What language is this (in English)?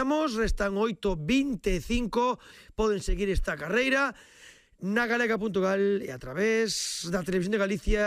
Galician